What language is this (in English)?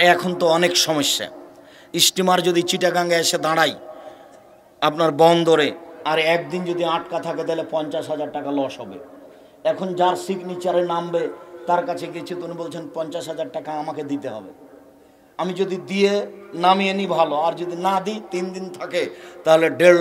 Bangla